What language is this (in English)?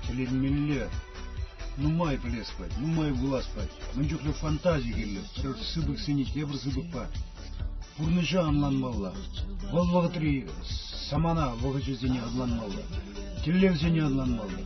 Chuvash